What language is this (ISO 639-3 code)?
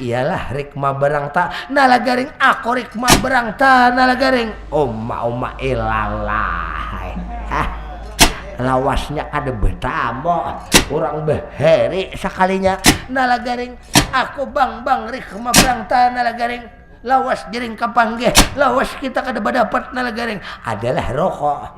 bjn